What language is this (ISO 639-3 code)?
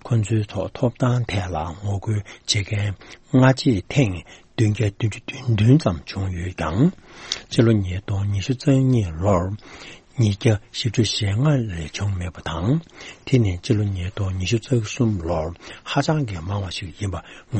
bod